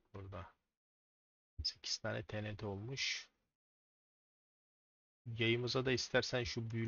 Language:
Turkish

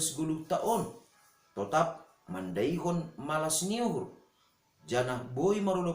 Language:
Batak Simalungun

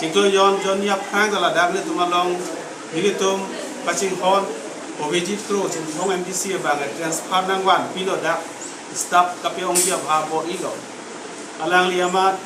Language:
Karbi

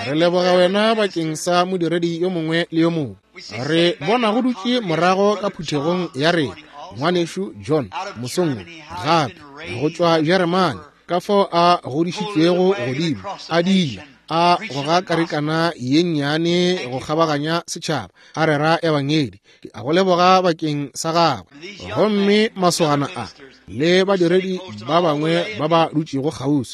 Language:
Northern Sotho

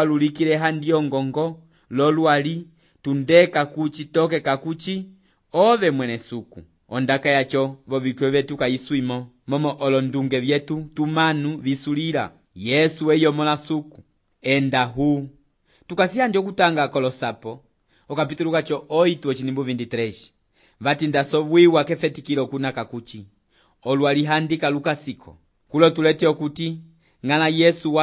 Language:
Umbundu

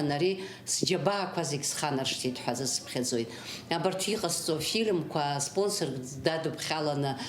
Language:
Abkhazian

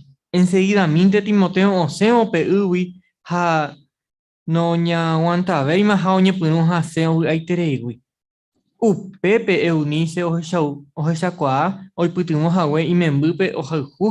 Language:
Guarani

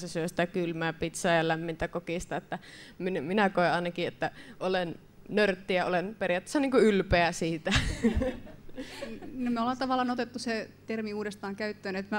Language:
Finnish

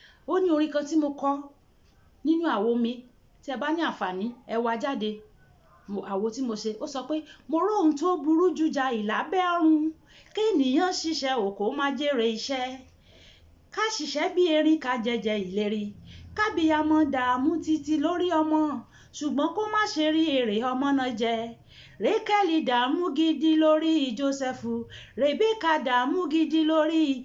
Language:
Yoruba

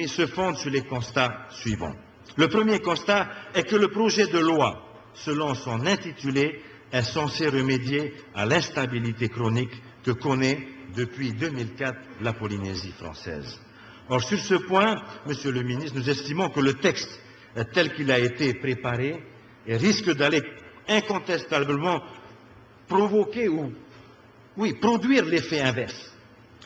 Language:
French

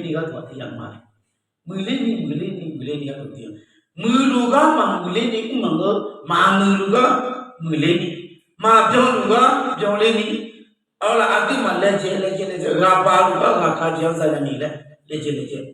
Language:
Akha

